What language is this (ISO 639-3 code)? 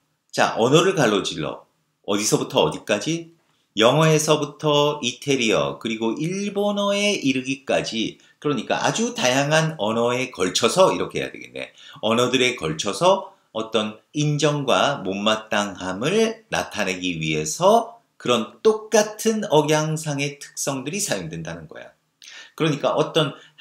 kor